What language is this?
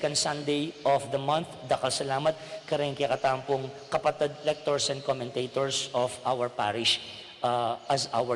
Pampanga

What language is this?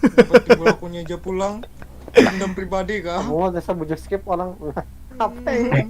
Banjar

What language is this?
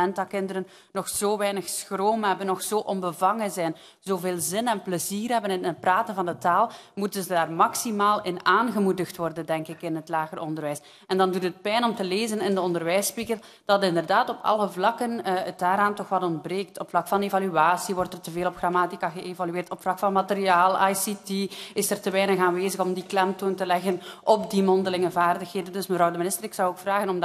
Dutch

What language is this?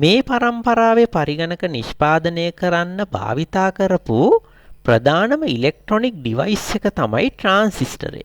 Sinhala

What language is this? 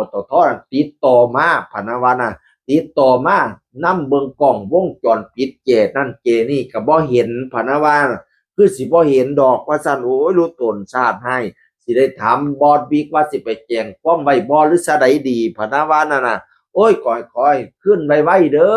Northeastern Thai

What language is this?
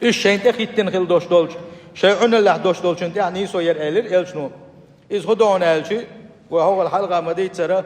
Chechen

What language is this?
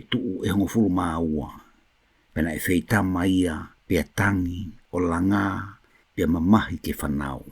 Tongan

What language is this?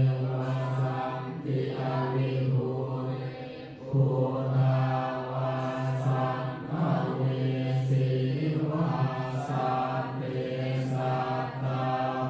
Pali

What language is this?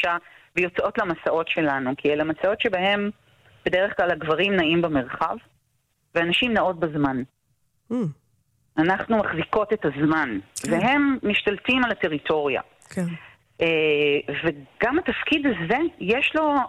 Hebrew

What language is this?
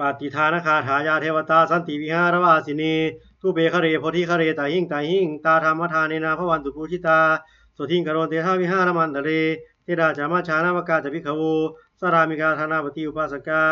Pali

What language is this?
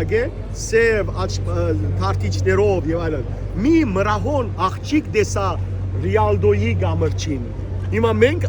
Western Armenian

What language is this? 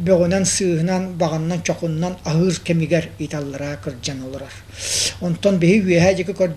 Yakut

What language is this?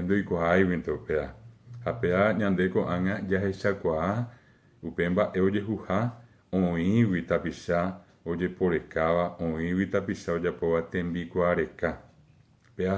Guarani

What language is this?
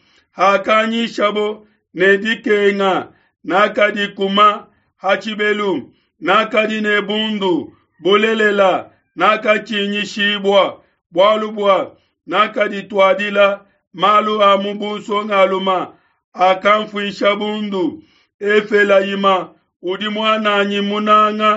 Luba-Lulua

